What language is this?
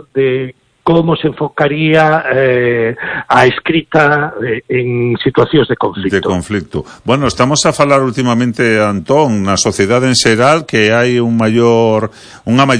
Galician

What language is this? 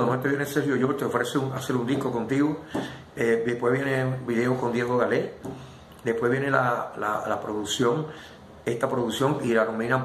Spanish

